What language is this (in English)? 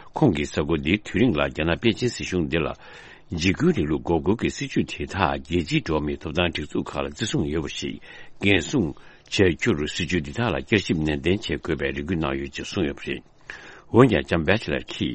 Tibetan